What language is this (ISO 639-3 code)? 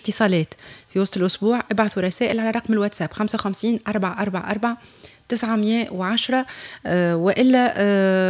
aeb